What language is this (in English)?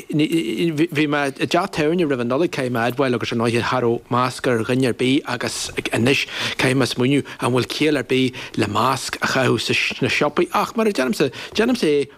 Irish